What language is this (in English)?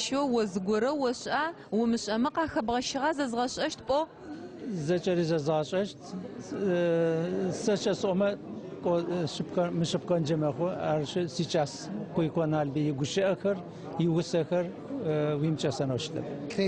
Adyghe